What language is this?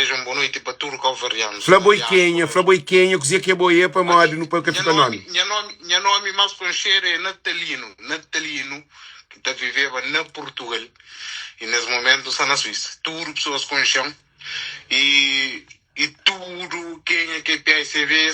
Kabuverdianu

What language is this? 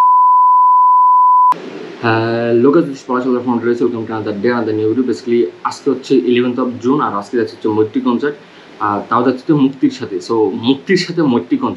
Bangla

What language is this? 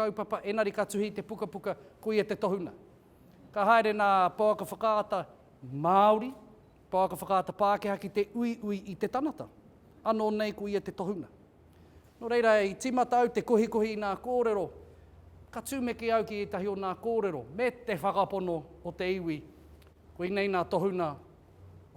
Māori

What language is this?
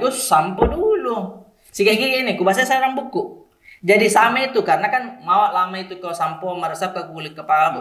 Makassar Malay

